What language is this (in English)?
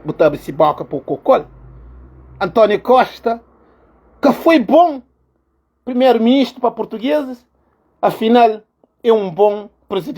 Kabuverdianu